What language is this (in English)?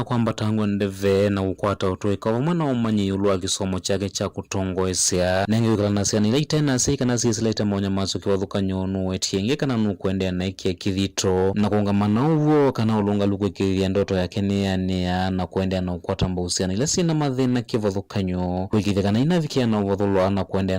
Kamba